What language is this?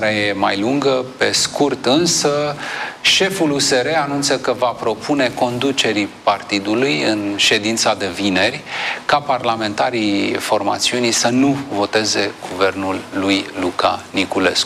Romanian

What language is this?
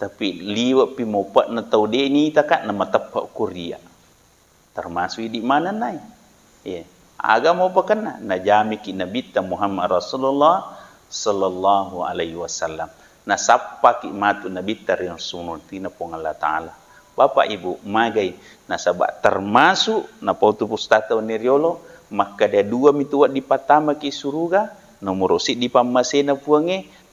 Buginese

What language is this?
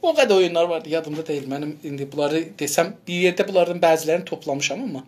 South Azerbaijani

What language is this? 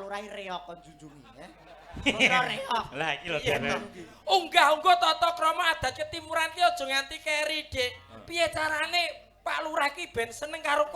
Javanese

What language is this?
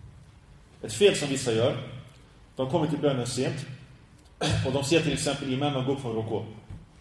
Swedish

